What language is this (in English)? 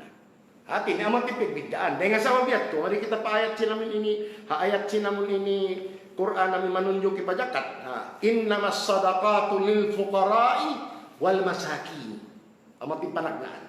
Tausug